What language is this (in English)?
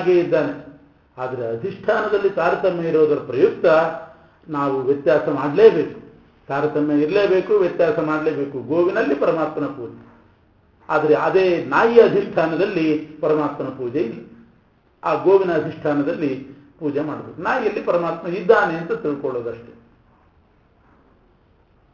Kannada